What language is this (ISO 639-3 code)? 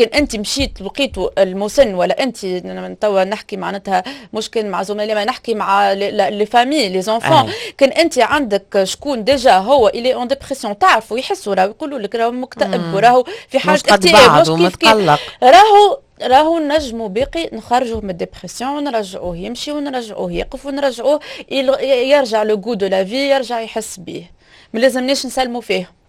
aeb